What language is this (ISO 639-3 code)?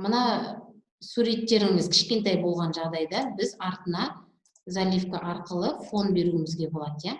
kaz